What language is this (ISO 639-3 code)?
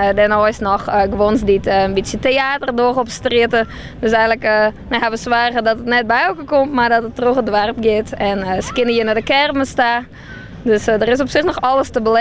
fry